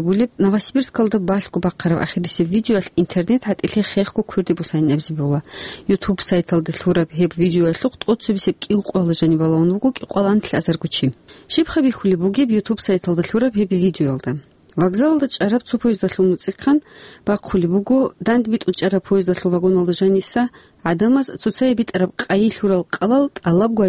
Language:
Avaric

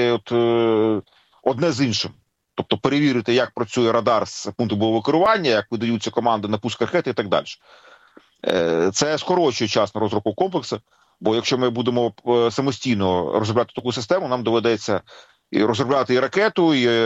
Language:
Ukrainian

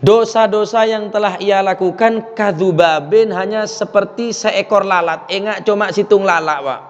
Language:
Madurese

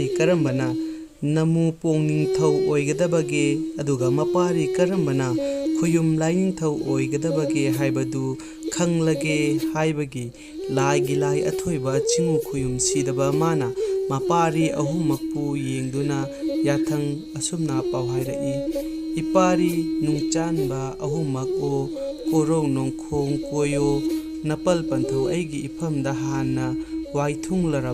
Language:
Manipuri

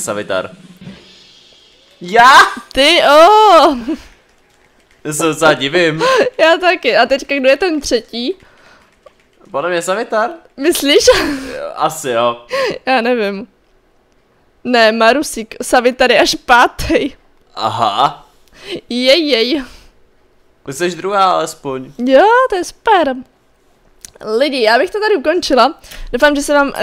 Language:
Czech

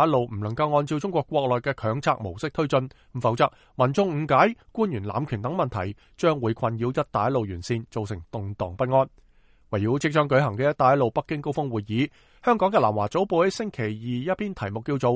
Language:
Cantonese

